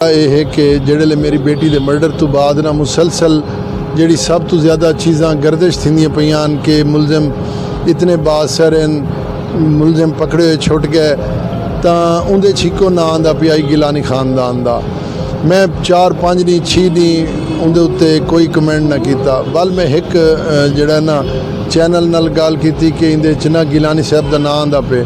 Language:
Saraiki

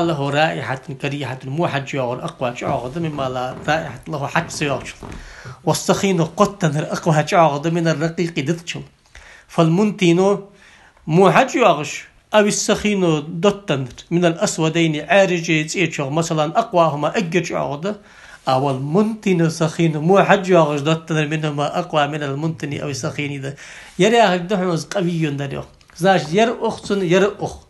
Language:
Ingush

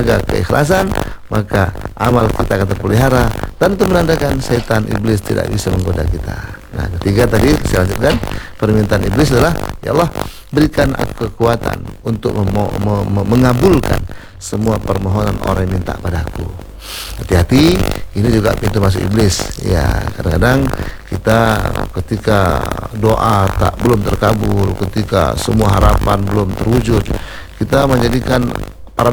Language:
Indonesian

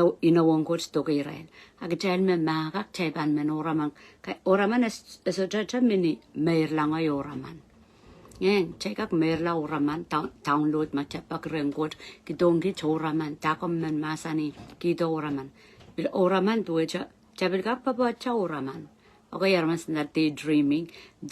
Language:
Pohnpeian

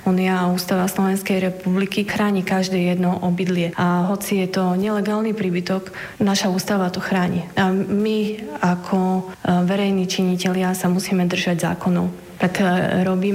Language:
Slovak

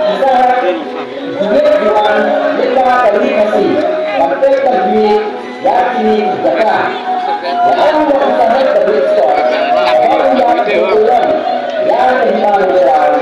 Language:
Khasi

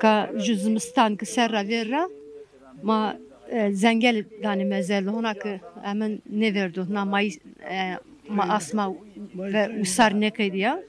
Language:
Zaza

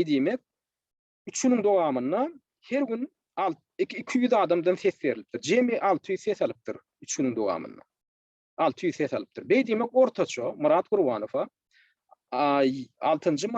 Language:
Turkmen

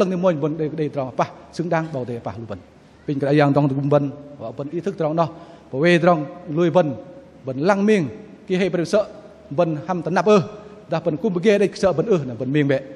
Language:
Bahnar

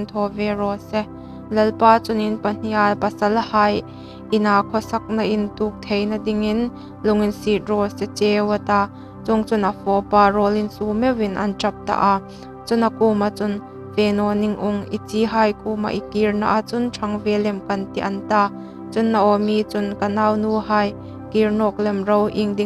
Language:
Hmar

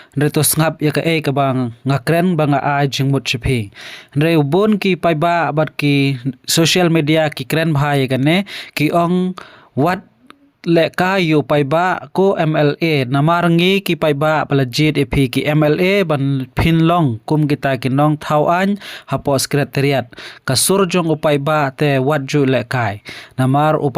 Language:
Khasi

